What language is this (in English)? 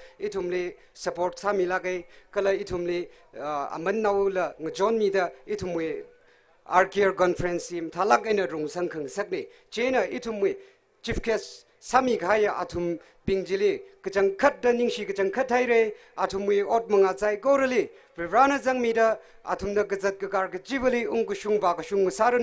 Tangkhul Naga (India)